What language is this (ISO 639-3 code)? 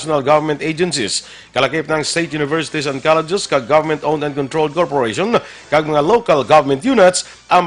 hil